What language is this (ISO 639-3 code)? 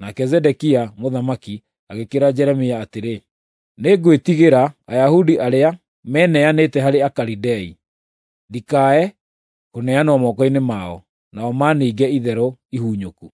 kik